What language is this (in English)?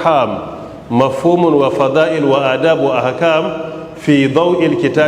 Hausa